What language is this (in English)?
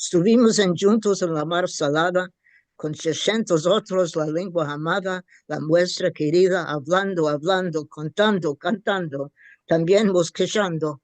Ladino